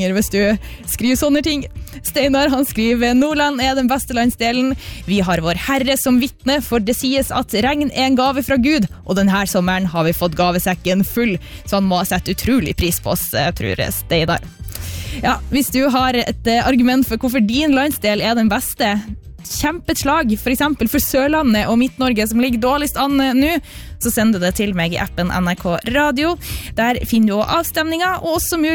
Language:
Norwegian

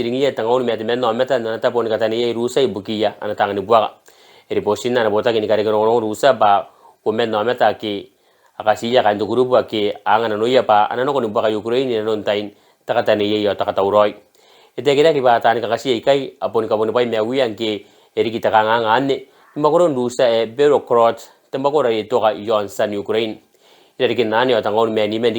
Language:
Gilbertese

